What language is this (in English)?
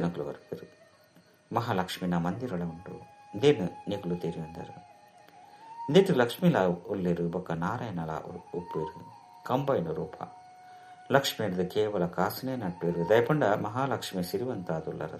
Tulu